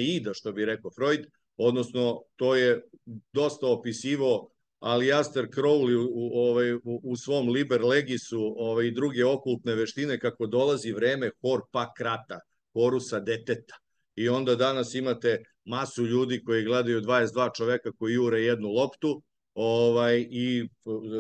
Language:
Serbian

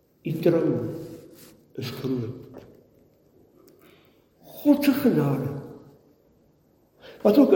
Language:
Afrikaans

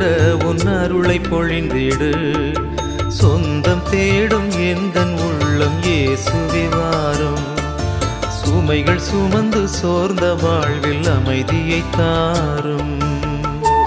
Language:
Tamil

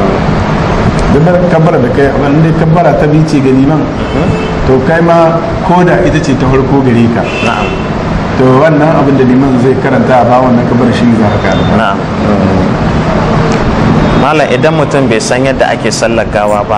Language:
Hausa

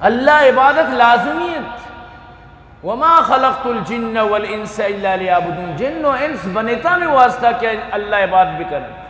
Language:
Eastern Balochi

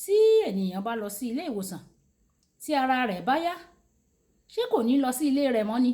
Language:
Yoruba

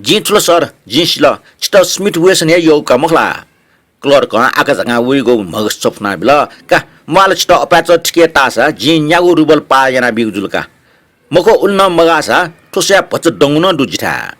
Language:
Newari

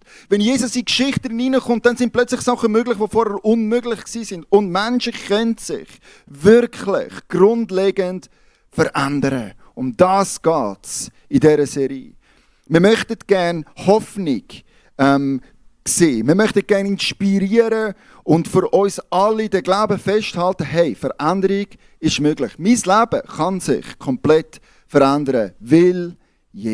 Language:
Swiss German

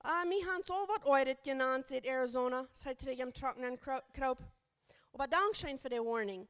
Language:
Plautdietsch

